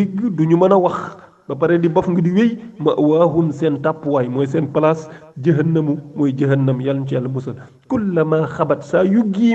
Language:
Wolof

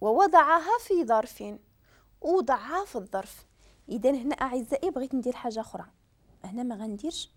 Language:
Moroccan Arabic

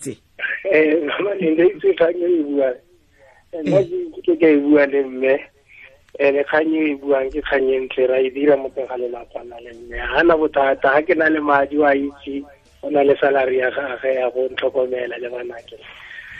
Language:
Tswana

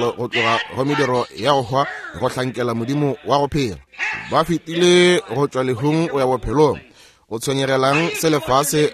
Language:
Northern Sotho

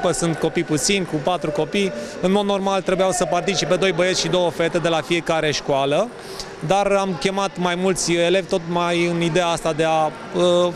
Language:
Romanian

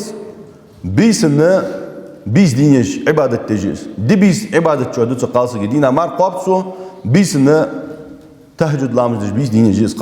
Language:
Ingush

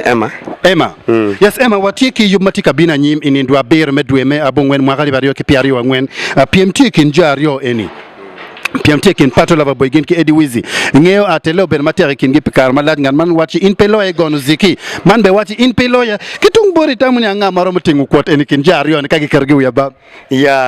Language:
Acoli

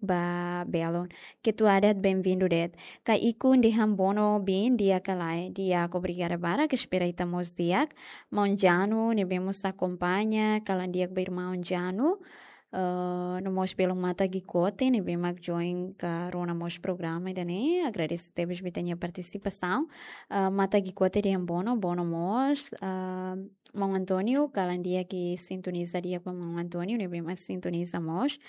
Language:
Tetum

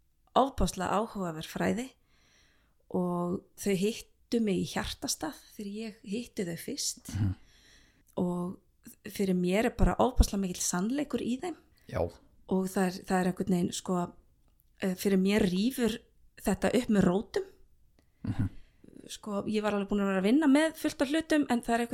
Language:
Icelandic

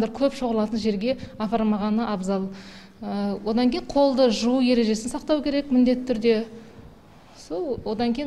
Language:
Kazakh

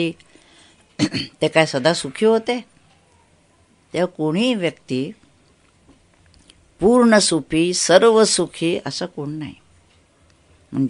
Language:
Marathi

